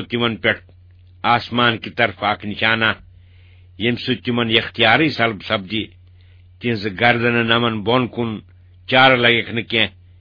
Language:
Kashmiri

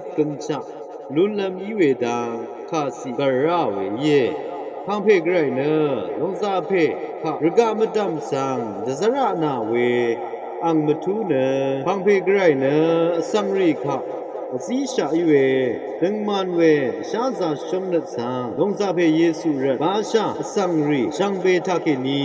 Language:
Rawang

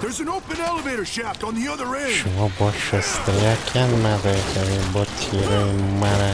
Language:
Tajik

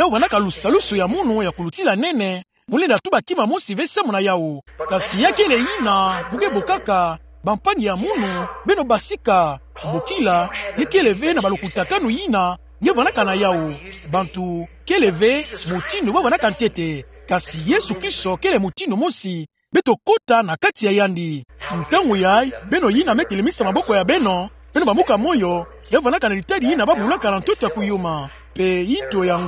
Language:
Kituba (Democratic Republic of Congo)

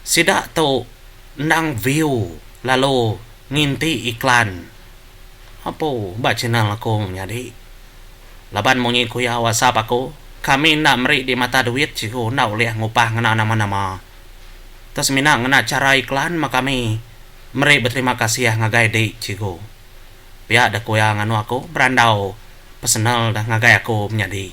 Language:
Iban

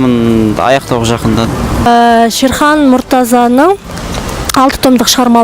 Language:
Kazakh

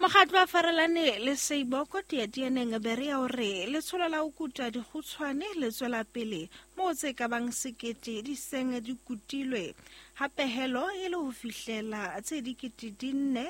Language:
Southern Sotho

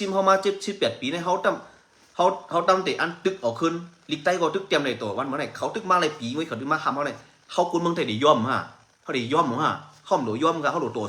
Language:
Shan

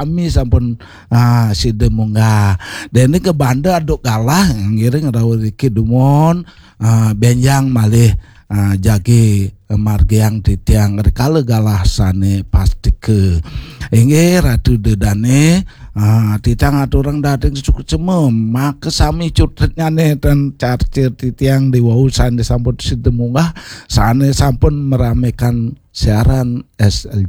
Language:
Balinese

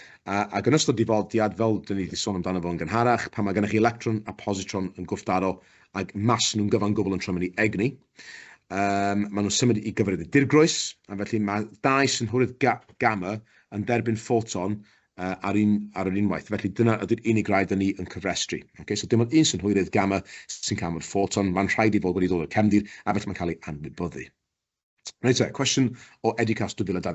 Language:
Welsh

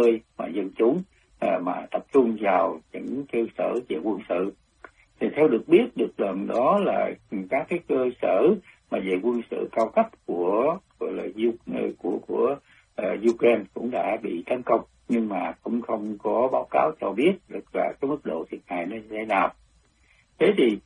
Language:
Vietnamese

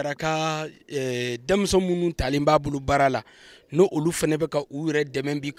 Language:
Bambara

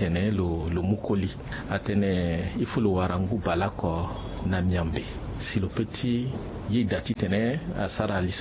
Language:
Sango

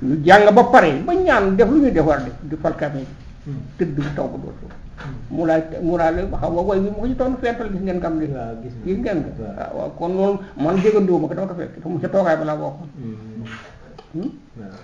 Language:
Wolof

